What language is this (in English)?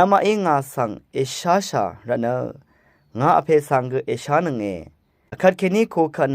Rawang